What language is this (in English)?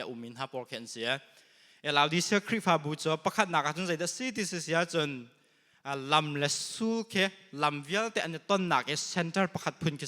Hakha Chin